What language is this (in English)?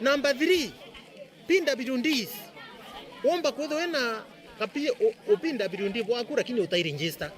Meru